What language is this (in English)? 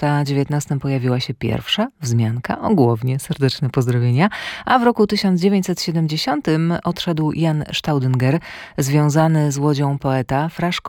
Polish